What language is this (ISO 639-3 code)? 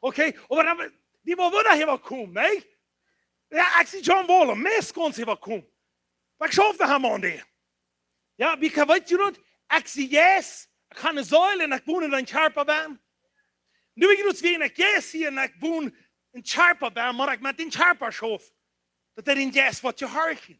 pdt